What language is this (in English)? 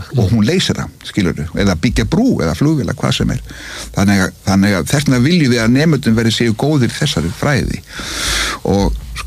Icelandic